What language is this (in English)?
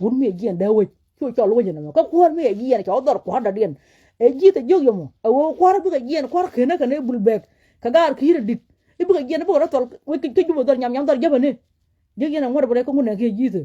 Nuer